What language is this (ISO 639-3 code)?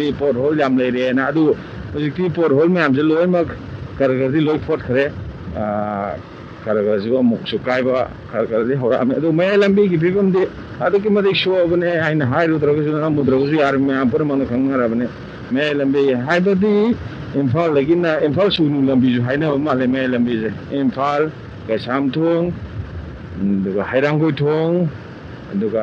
mni